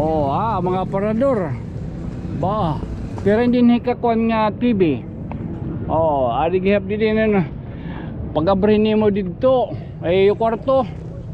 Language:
Waray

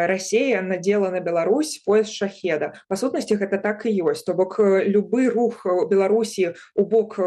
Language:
Belarusian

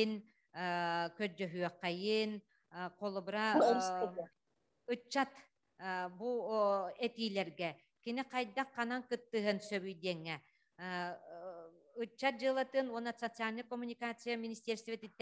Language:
Yakut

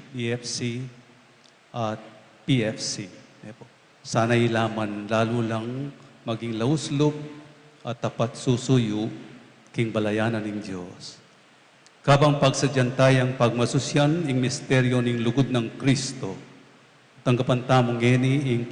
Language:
Pampanga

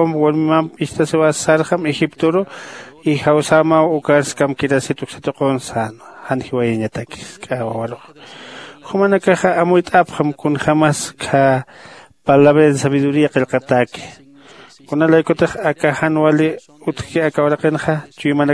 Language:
Aymara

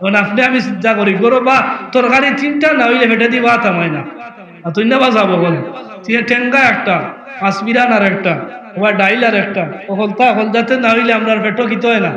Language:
Sylheti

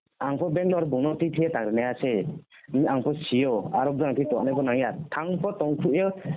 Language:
Riang (India)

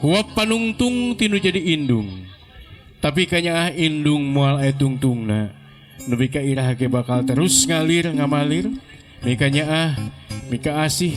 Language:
Sundanese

